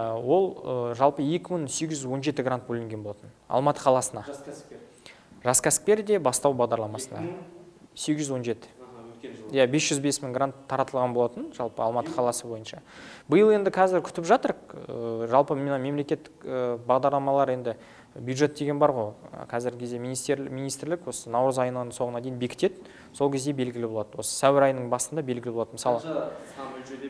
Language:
Kazakh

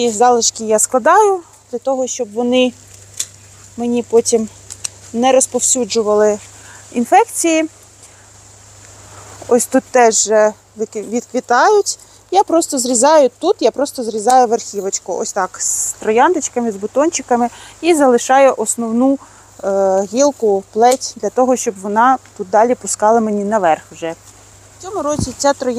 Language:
Ukrainian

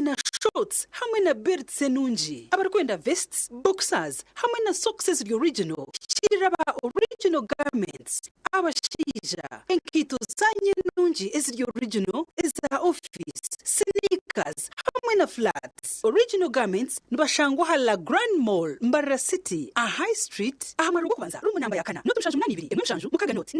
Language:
Nyankole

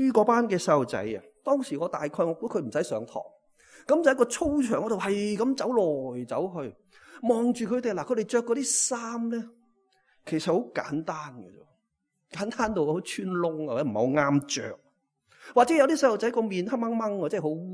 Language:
Cantonese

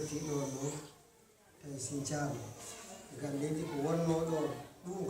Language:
Fula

